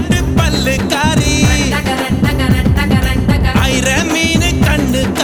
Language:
Tamil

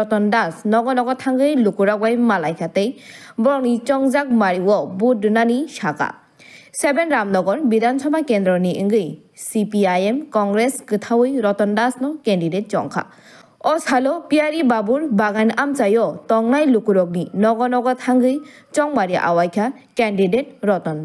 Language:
Kok Borok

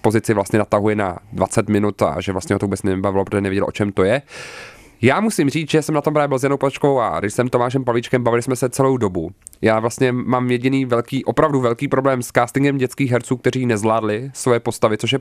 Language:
Czech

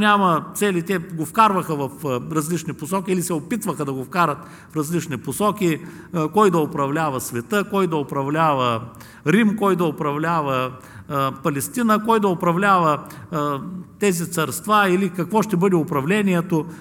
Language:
Bulgarian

